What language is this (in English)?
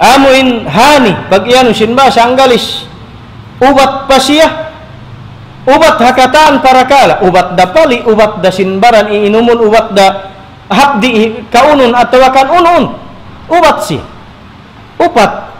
Tausug